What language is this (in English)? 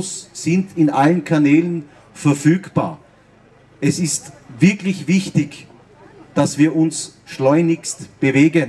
German